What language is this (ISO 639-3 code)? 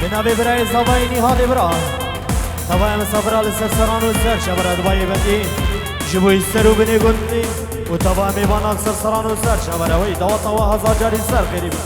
kur